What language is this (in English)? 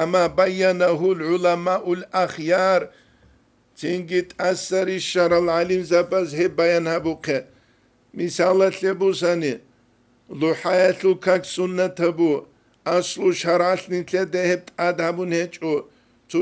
Avaric